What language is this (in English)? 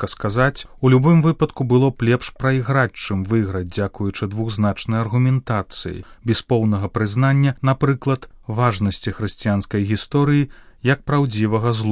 Belarusian